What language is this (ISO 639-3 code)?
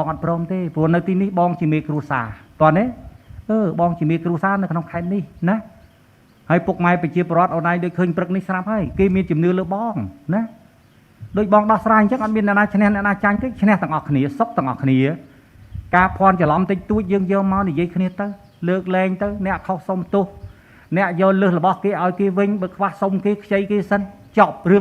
khm